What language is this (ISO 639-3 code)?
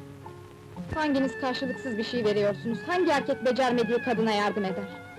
tur